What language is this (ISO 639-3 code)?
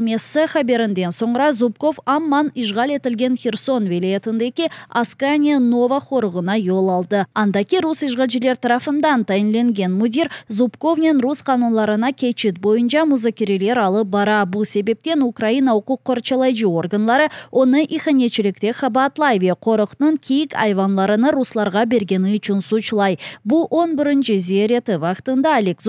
crh